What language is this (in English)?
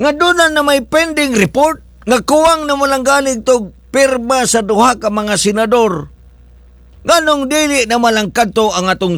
Cebuano